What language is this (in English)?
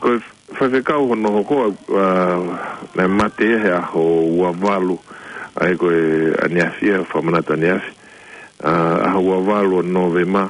Tongan